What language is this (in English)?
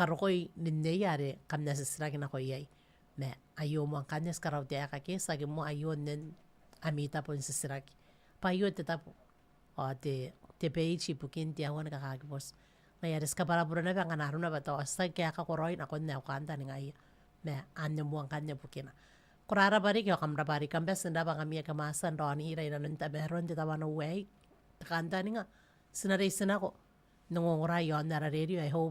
Gilbertese